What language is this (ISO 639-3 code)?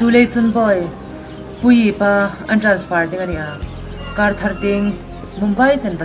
hmr